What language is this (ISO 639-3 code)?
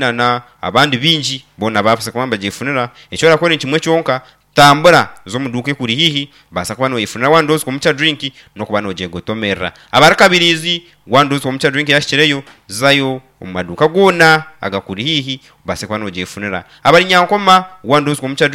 nyn